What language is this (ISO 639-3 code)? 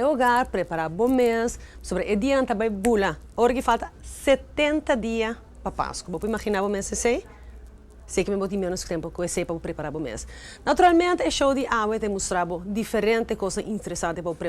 pap